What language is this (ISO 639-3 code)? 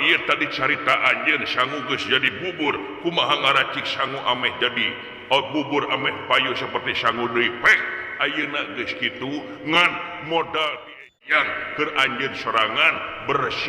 sun